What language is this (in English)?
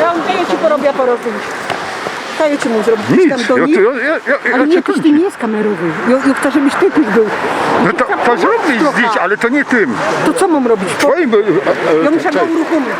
Silesian